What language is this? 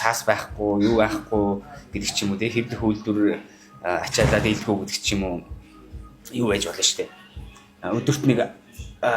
Mongolian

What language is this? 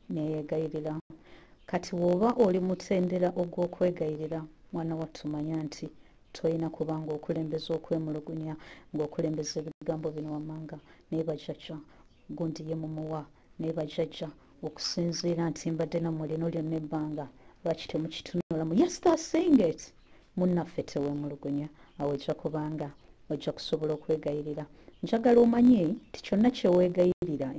Ganda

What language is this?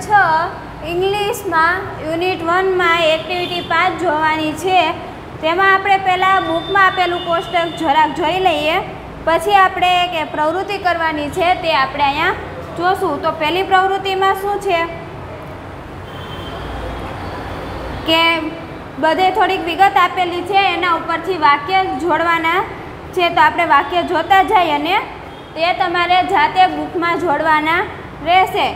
Gujarati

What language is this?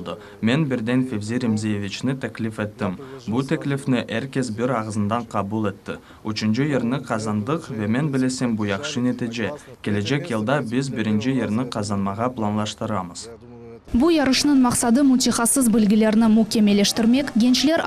Crimean Tatar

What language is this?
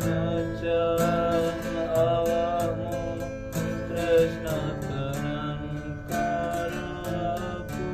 Javanese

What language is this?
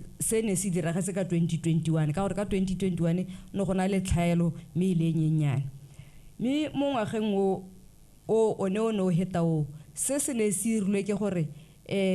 Tswana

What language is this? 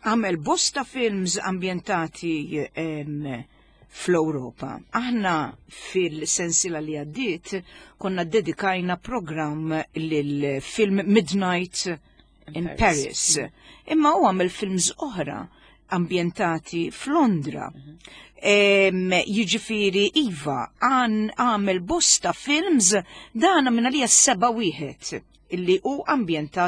Maltese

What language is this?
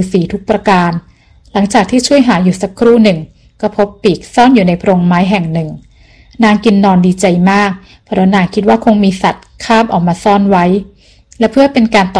Thai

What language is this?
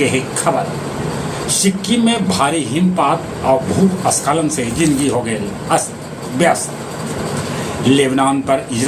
Magahi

